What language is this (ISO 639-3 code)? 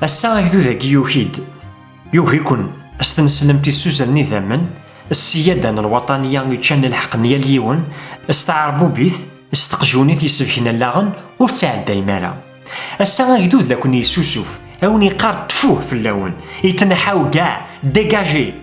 kab